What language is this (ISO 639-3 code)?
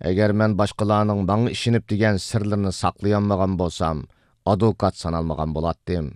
uig